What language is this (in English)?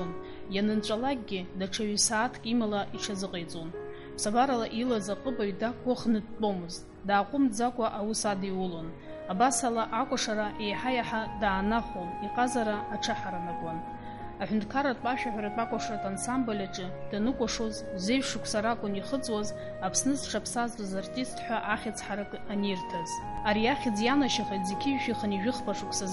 Abkhazian